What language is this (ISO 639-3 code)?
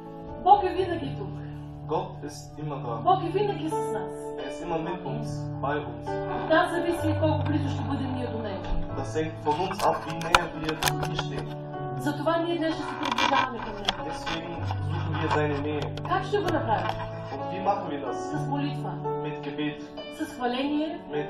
bul